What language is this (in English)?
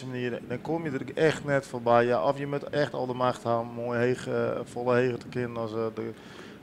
Western Frisian